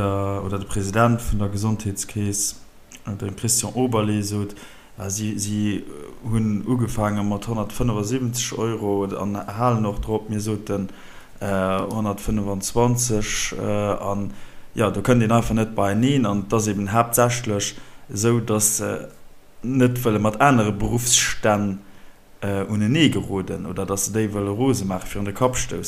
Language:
Luxembourgish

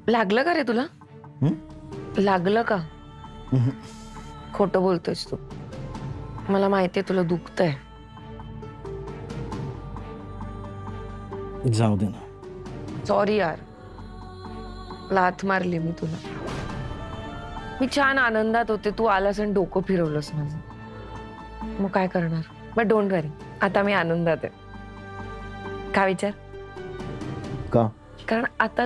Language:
Marathi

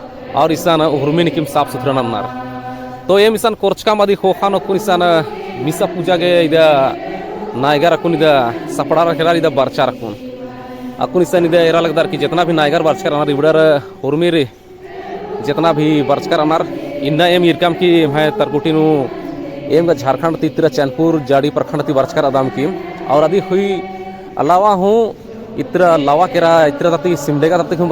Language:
Kurukh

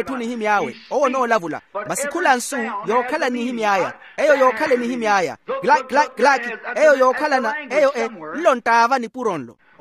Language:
Makhuwa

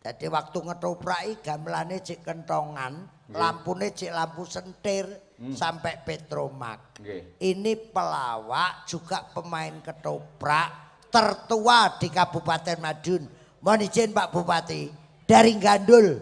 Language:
Javanese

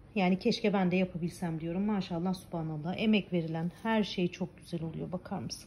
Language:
Turkish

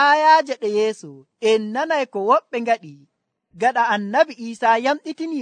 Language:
Nigerian Fulfulde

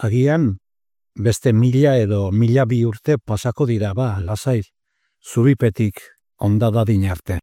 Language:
Basque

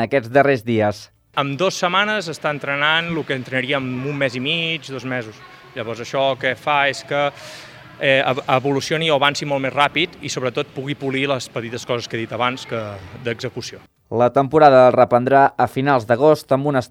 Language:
Catalan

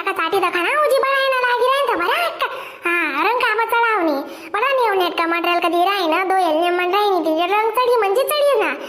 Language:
Khandesi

